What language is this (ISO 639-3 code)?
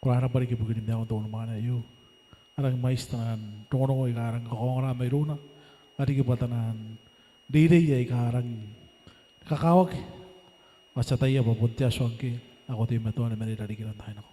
gil